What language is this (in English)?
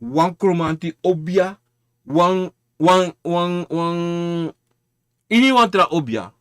Sranan Tongo